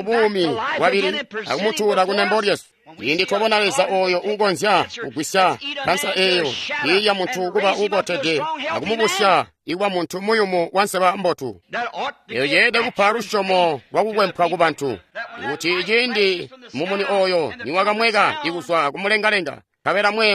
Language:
Tonga (Zambia)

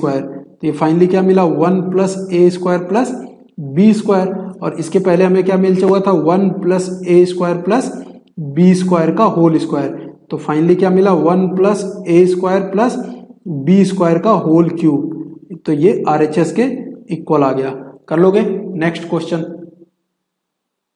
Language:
Hindi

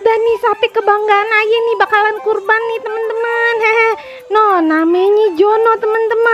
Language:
Betawi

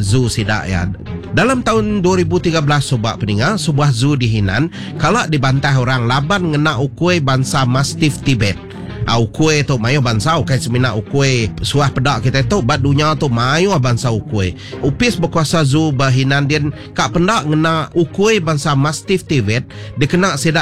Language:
Iban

